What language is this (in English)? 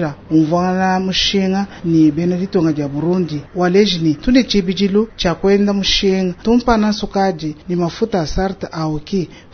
Luba-Lulua